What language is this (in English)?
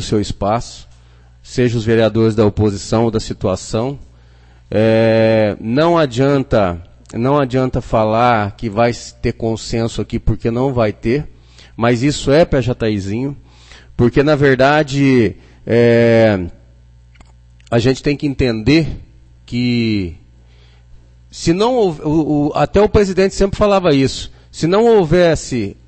Portuguese